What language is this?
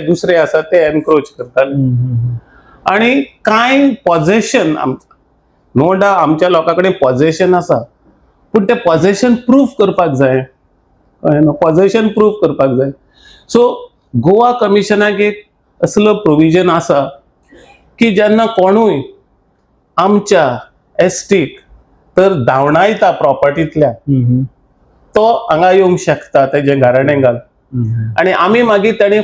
Konkani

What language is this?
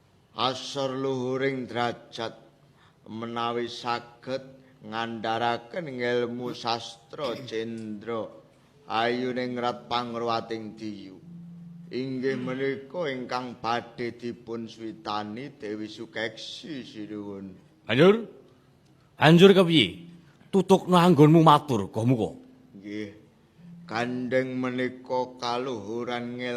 Javanese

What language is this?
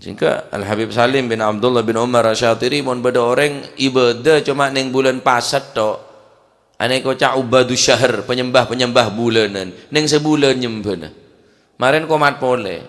Madurese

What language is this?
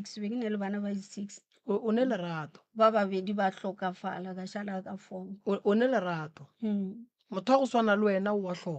Northern Sotho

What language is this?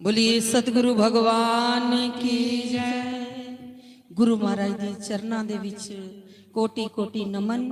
Dogri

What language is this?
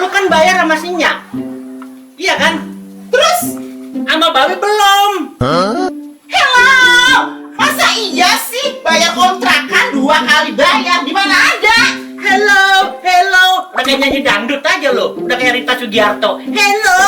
Betawi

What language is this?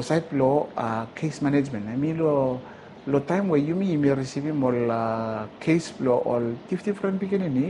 Bislama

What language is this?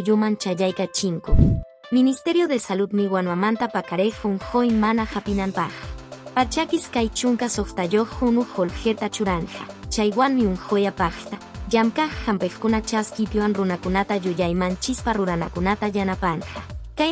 Quechua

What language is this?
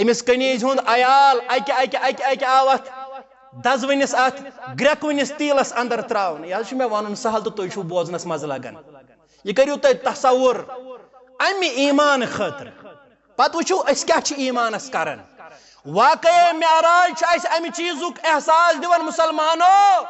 Kashmiri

